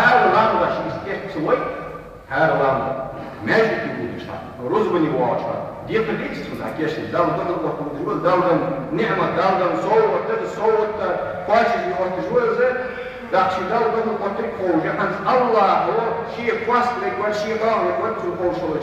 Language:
Ingush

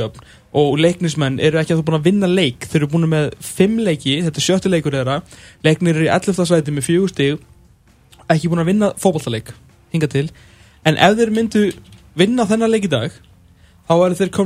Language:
Icelandic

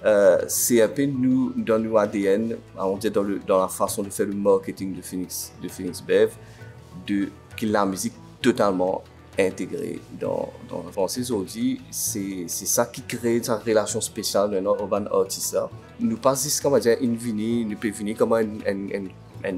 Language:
Morisyen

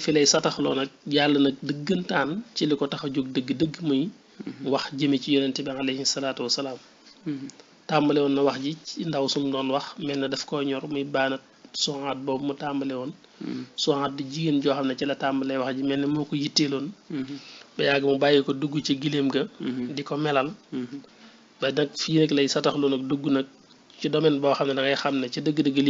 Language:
Wolof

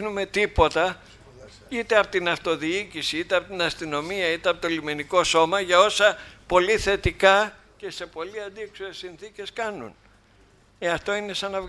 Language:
Greek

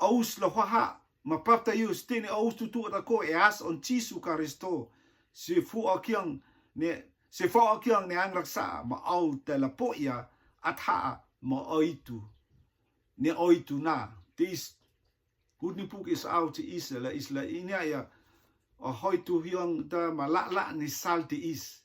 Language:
Rotuman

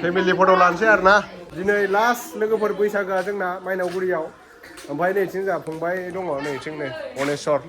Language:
Bodo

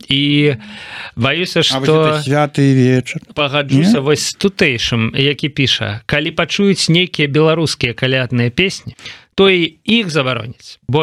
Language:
Belarusian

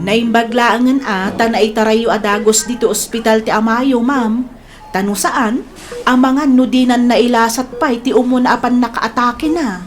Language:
Iloko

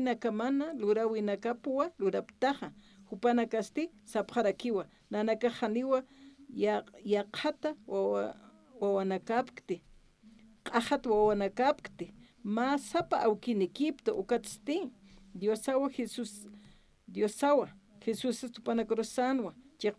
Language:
Aymara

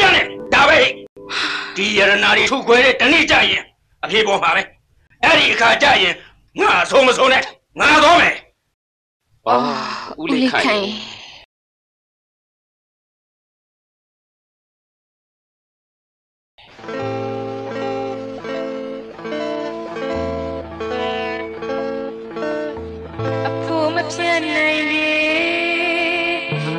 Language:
Burmese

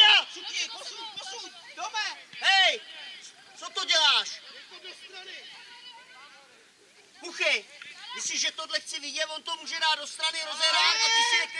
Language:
Czech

